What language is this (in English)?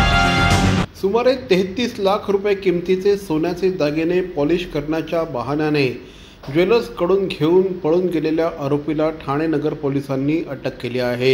Marathi